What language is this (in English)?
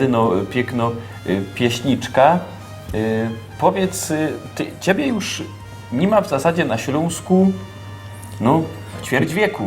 Silesian